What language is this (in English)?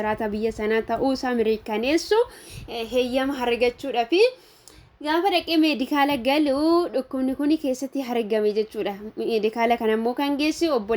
Oromo